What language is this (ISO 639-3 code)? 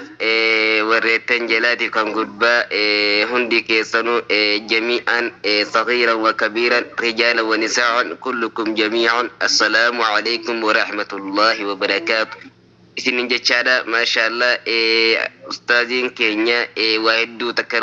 orm